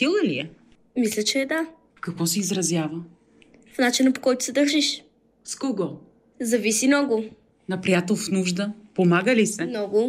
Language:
Bulgarian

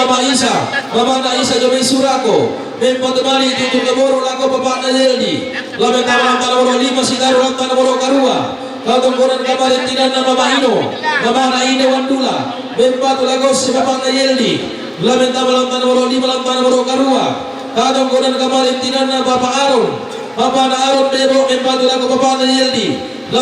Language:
Toraja-Sa'dan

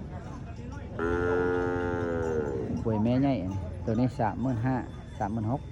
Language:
Lao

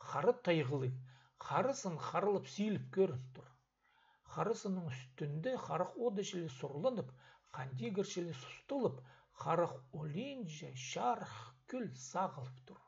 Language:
Khakas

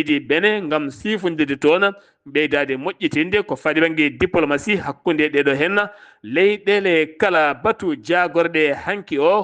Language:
Fula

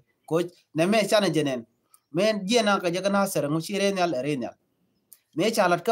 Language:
Nuer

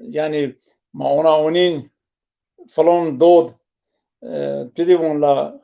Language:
Zaza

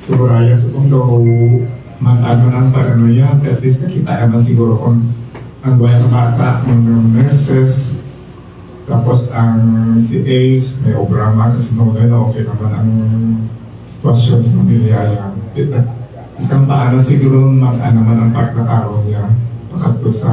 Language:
Hiligaynon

